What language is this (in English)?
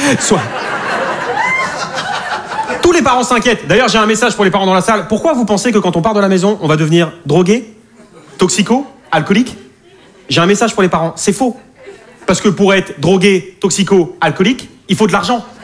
French